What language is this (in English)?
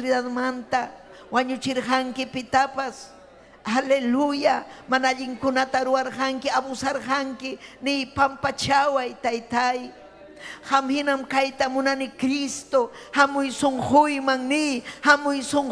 Ayacucho Quechua